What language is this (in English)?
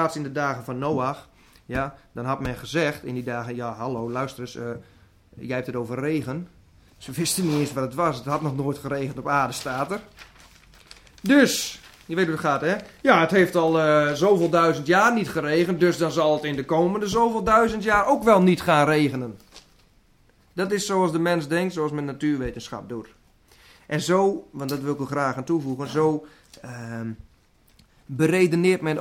Dutch